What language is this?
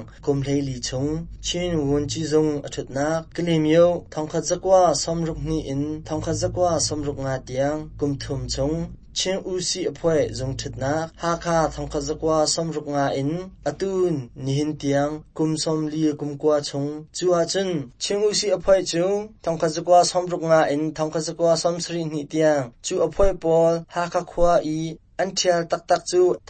Hakha Chin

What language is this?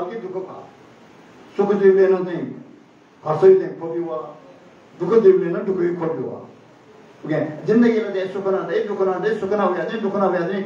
Newari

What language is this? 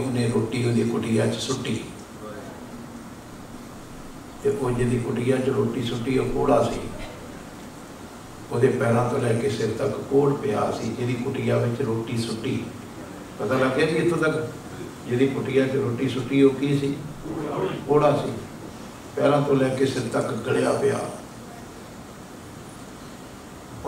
Punjabi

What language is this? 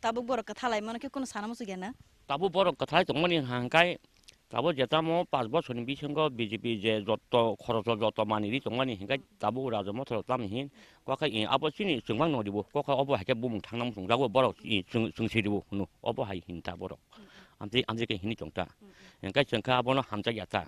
Kok Borok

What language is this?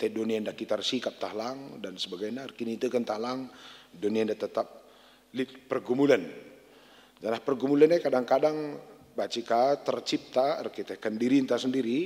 Batak Karo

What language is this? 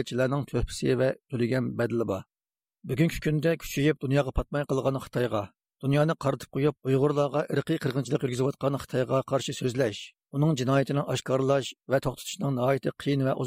Uyghur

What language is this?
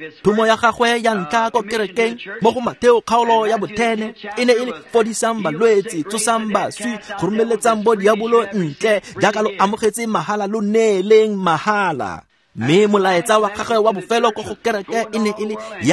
Tswana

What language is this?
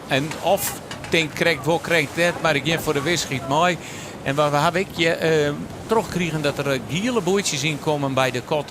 Western Frisian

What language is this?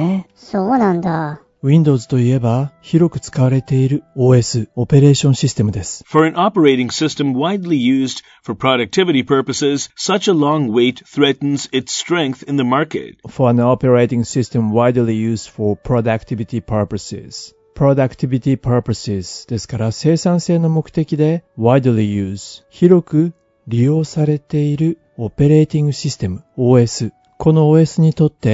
Japanese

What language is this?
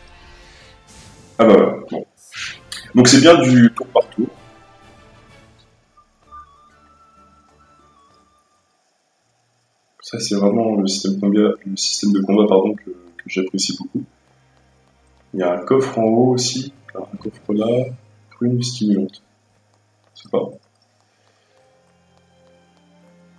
French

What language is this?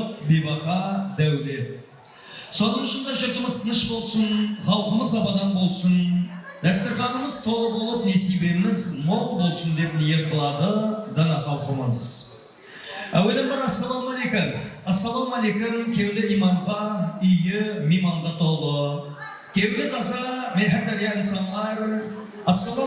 Kara-Kalpak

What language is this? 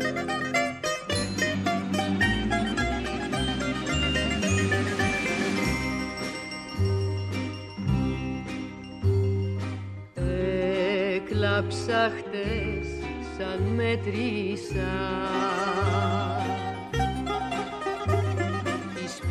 Greek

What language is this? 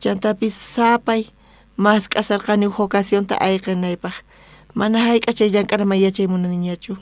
South Bolivian Quechua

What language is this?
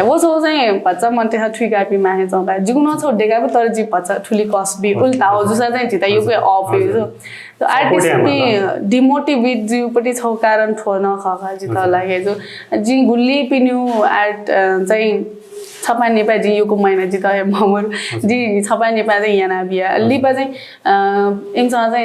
Newari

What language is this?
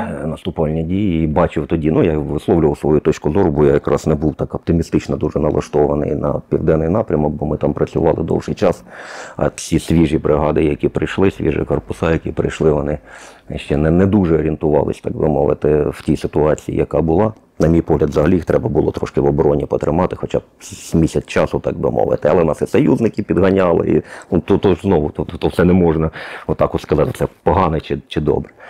Ukrainian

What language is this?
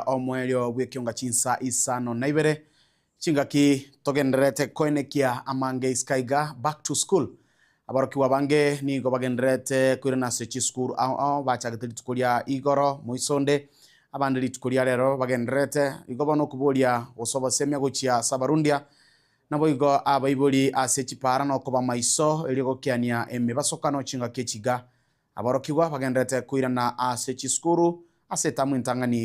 Gusii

